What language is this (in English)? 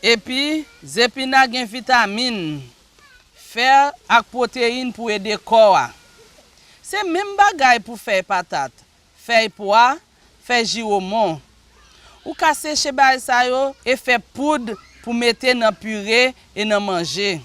Haitian Creole